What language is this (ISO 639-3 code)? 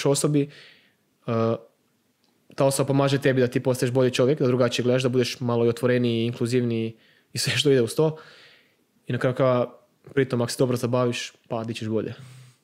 hrv